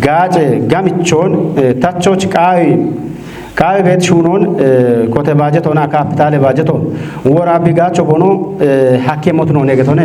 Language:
Kafa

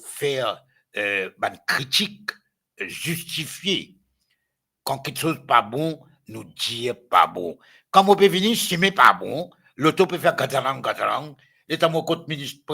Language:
Morisyen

